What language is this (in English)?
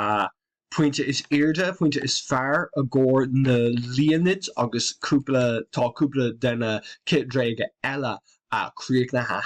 Irish